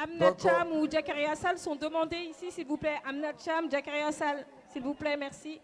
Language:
Fula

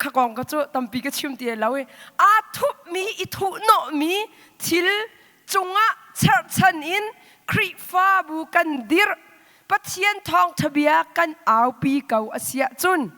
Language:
Hakha Chin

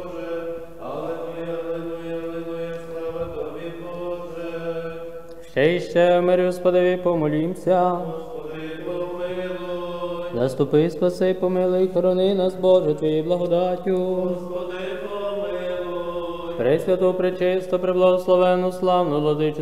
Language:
Ukrainian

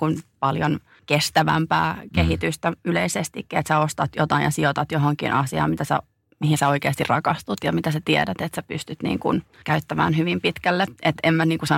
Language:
Finnish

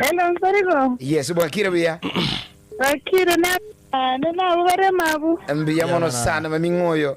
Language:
Gusii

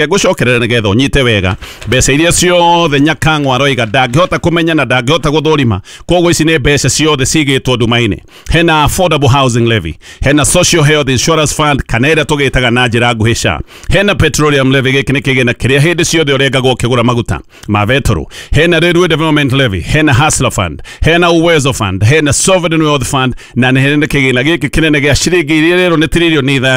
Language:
Kikuyu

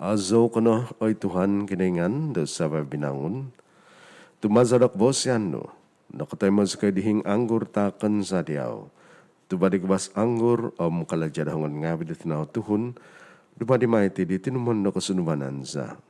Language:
Central Dusun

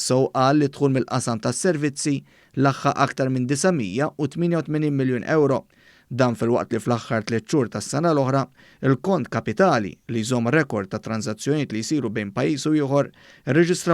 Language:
Maltese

